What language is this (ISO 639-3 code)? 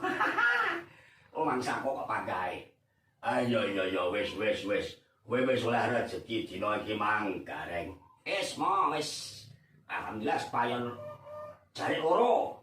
jav